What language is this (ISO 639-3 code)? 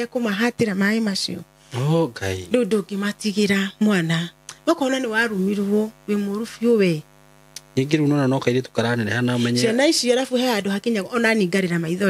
kik